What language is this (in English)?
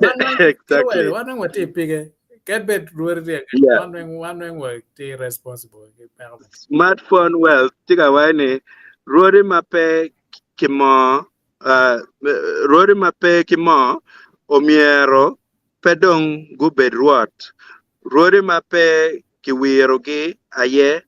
Acoli